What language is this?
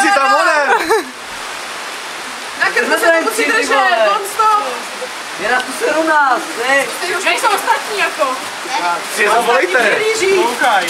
Czech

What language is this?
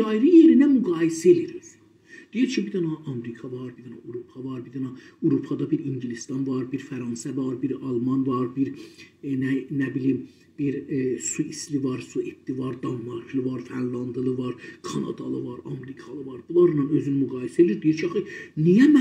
South Azerbaijani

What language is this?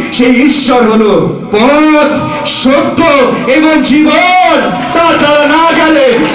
Bangla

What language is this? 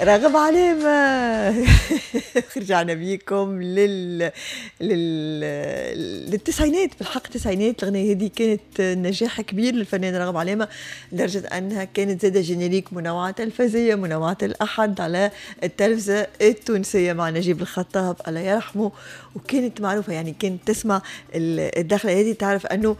Tunisian Arabic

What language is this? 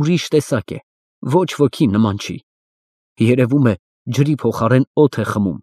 Armenian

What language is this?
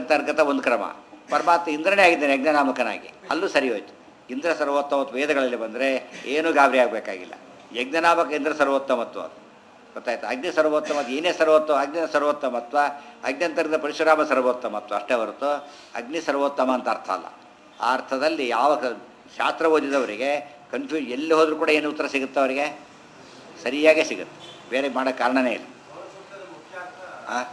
Kannada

